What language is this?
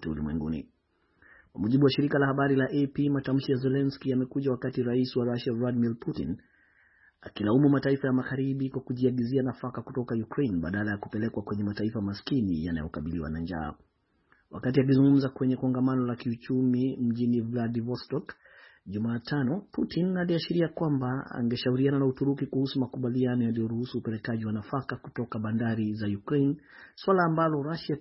Swahili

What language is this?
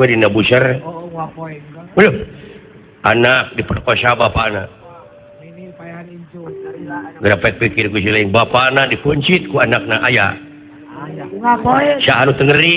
Sundanese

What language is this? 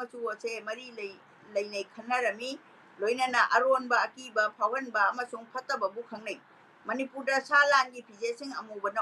Manipuri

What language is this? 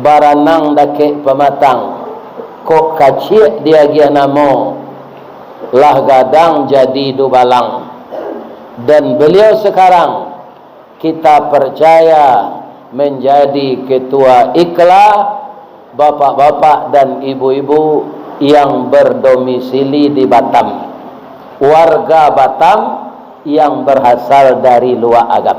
Minangkabau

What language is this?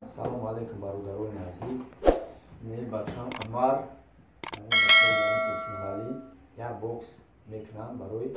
Tajik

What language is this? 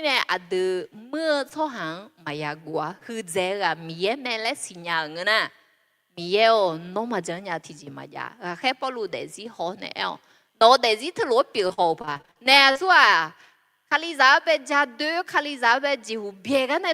Akha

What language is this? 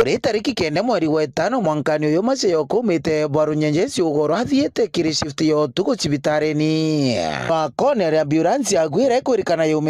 Meru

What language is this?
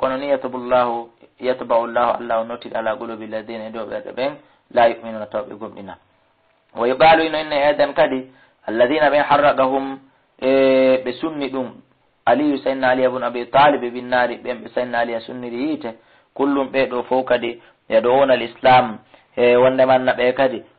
Fula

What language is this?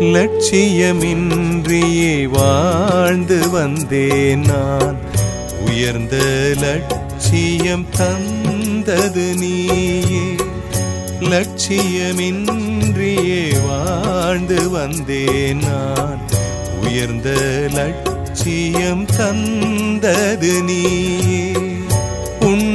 Tamil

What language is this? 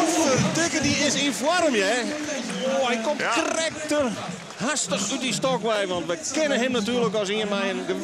Western Frisian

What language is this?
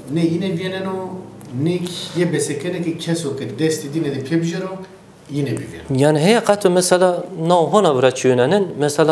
Zaza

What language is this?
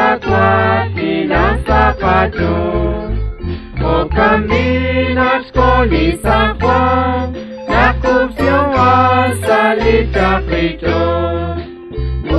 Kekchí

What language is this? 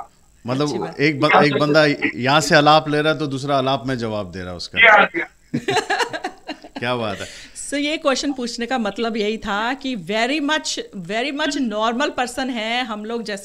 Hindi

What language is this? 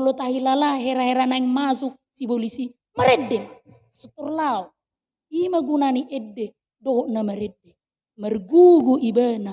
Batak Toba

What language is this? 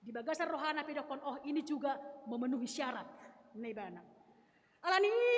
Batak Toba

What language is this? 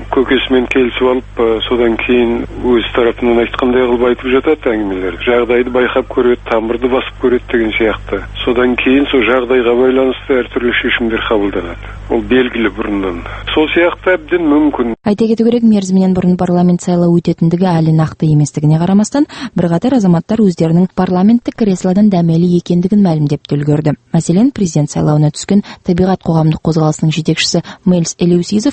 Kazakh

